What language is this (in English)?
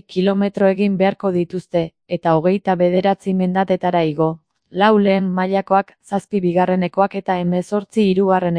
Basque